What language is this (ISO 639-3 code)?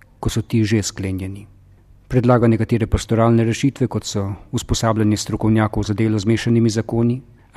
slv